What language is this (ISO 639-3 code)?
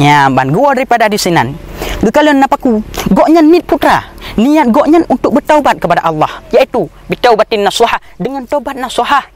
ace